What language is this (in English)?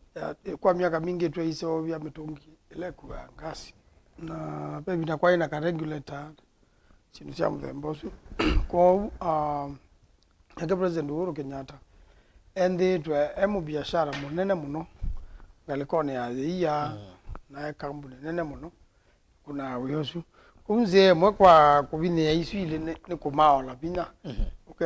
Kamba